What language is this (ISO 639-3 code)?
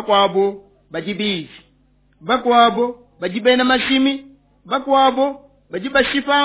lua